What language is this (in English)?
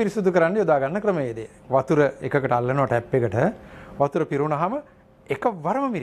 Sinhala